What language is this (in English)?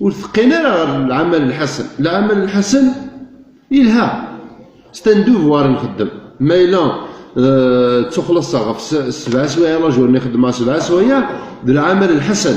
Kabyle